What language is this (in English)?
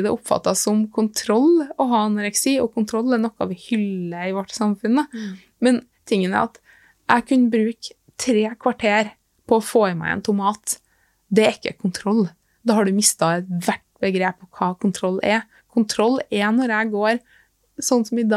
Norwegian